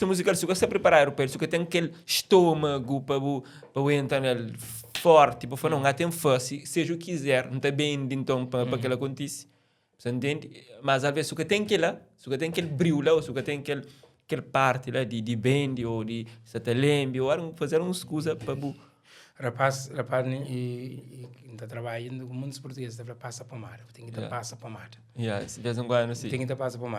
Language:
Kabuverdianu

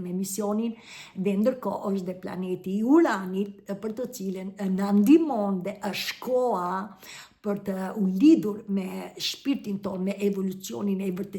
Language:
Albanian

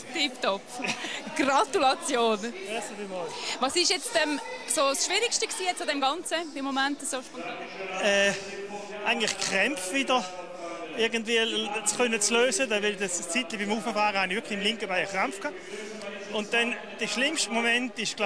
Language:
Swiss German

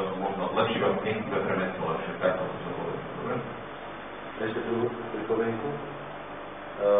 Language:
Slovak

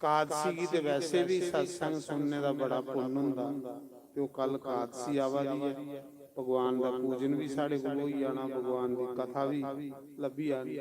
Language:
Dogri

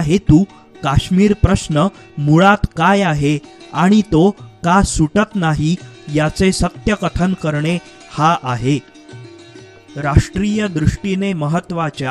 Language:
Marathi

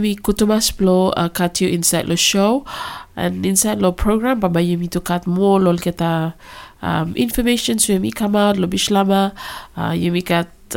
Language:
Bislama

